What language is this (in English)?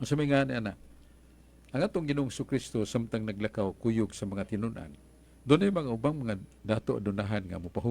Cebuano